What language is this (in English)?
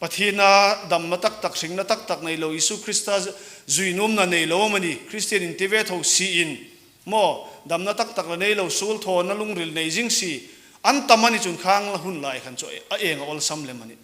Hmar